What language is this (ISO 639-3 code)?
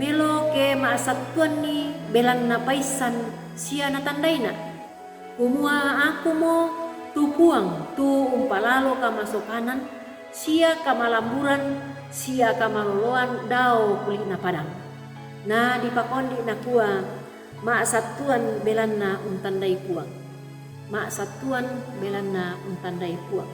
sda